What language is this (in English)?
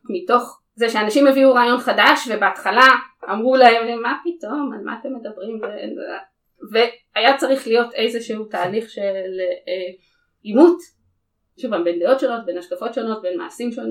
Hebrew